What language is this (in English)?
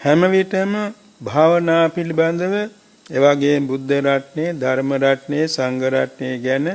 Sinhala